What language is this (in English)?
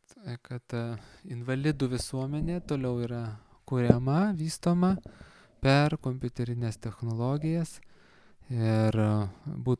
Lithuanian